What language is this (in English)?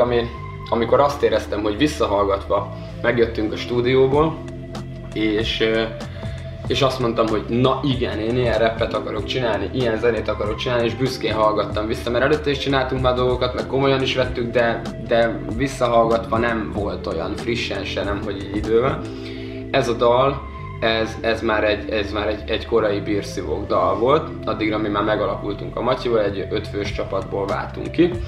Hungarian